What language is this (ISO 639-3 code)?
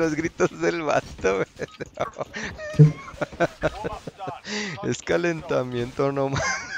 spa